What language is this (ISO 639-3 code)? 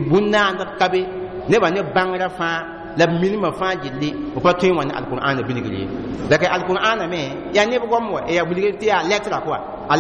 mos